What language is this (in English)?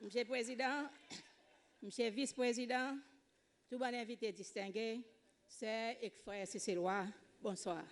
Seselwa Creole French